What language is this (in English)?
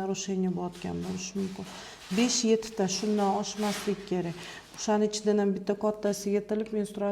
Uzbek